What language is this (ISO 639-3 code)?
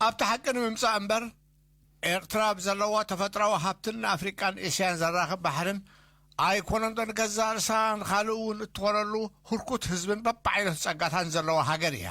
tir